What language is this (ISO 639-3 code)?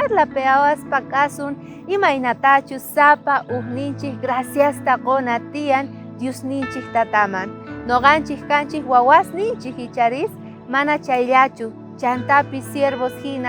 quh